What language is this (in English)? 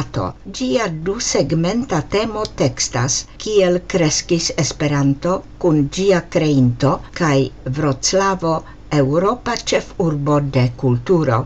Esperanto